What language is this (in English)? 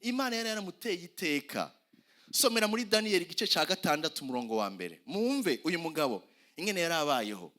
Rundi